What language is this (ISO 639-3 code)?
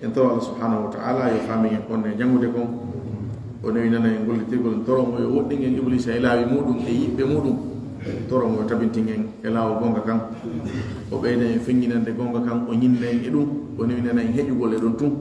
fuf